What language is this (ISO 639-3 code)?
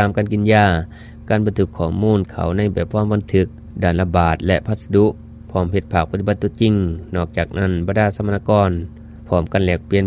lao